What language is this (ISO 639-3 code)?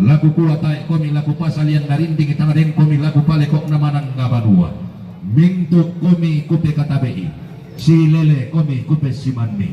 sda